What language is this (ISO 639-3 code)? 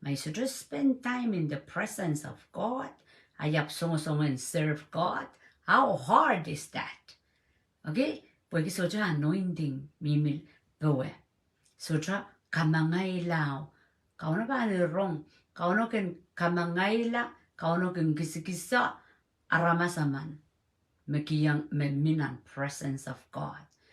pon